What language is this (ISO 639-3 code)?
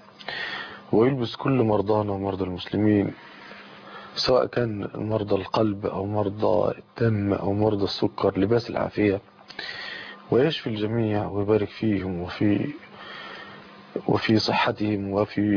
ara